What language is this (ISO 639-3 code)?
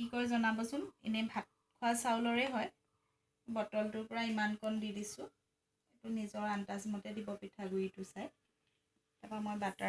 asm